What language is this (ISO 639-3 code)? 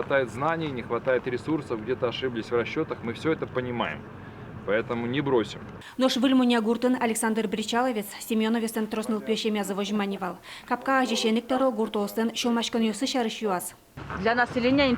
udm